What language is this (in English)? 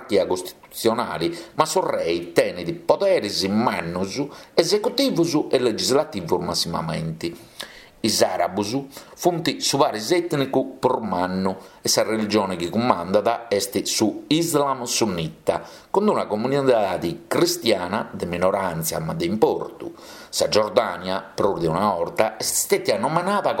Sardinian